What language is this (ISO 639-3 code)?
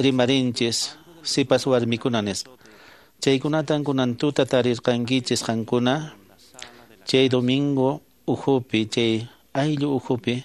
que